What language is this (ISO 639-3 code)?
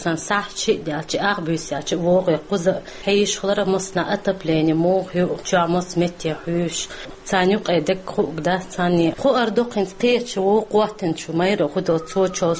che